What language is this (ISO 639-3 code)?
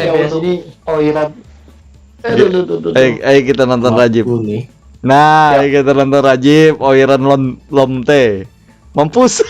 bjn